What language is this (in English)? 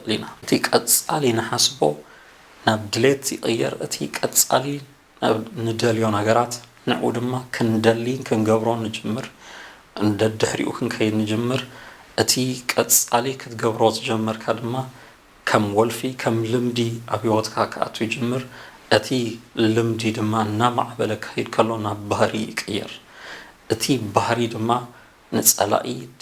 Tigrinya